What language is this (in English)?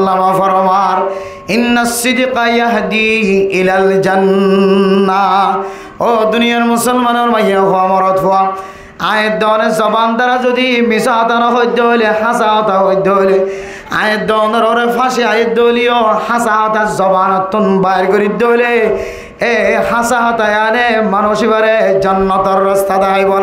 Rohingya